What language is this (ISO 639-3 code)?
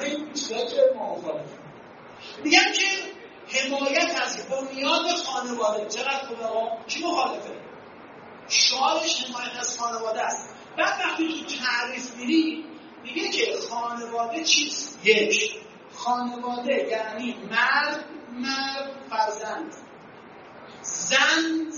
fas